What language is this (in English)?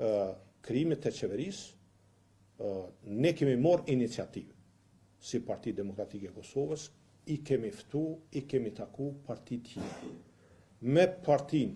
Albanian